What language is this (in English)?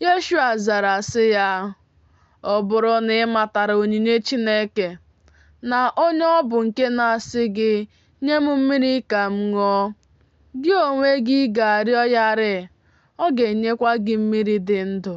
Igbo